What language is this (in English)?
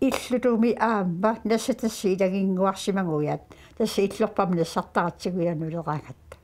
Kalaallisut